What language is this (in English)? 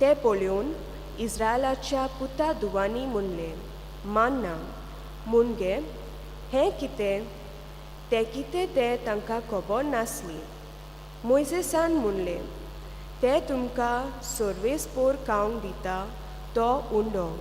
Konkani